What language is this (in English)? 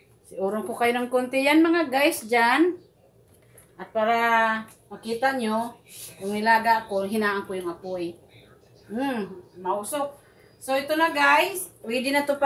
Filipino